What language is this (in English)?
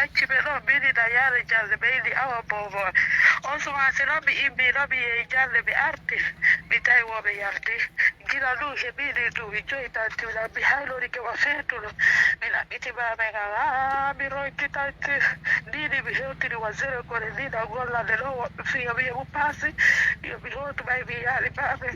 Pular